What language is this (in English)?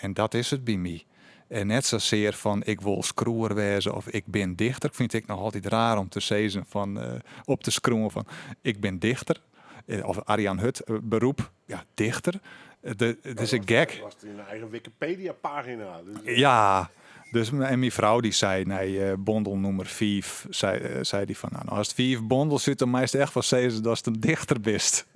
Western Frisian